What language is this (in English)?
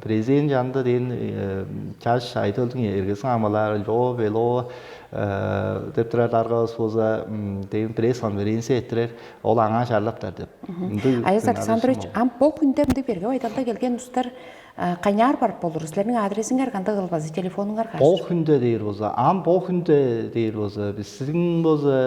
Tuvinian